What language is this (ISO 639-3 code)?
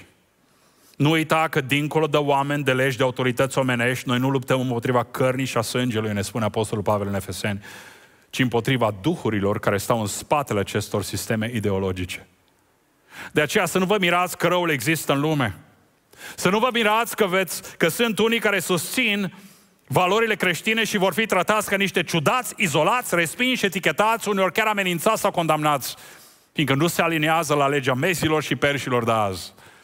ron